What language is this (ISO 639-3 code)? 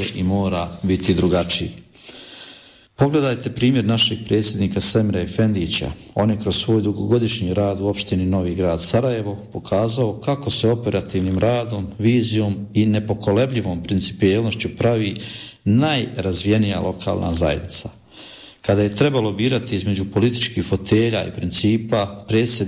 bos